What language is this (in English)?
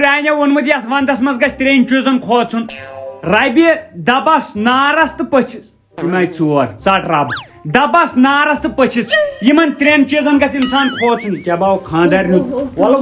Kashmiri